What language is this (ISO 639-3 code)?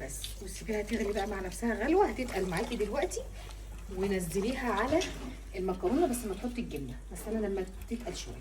arz